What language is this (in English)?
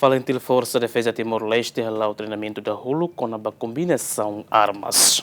Tetum